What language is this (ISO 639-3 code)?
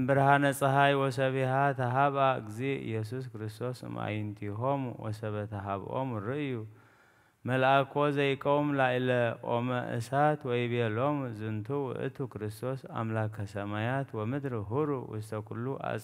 gez